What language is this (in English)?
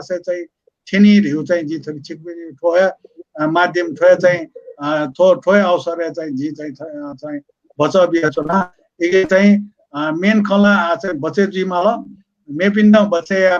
Newari